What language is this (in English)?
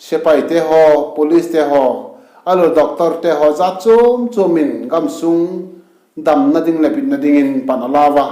Vaiphei